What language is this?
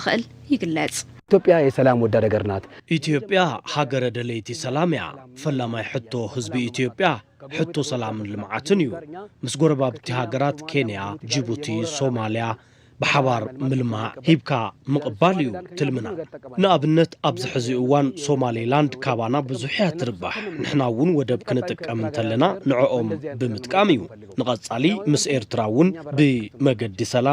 Tigrinya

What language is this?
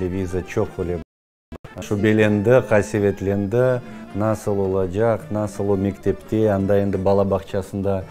Crimean Tatar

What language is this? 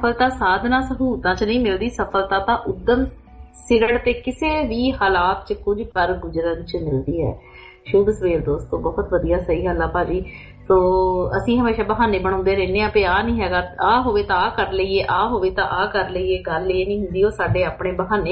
Punjabi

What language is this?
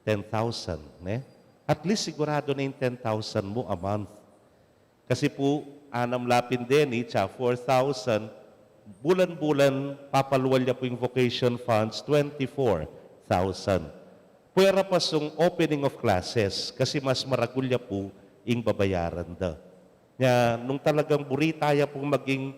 Pampanga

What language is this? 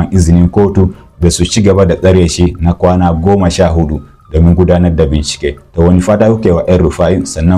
Hausa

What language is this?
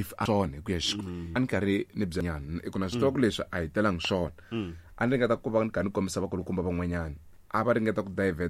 Tsonga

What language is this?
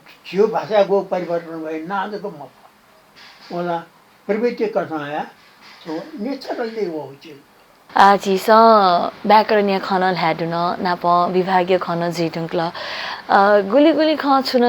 Newari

